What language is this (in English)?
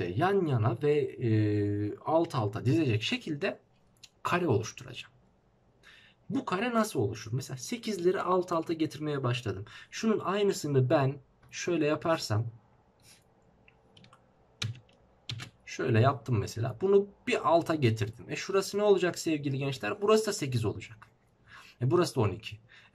Turkish